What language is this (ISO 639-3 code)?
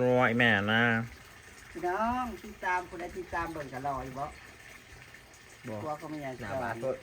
tts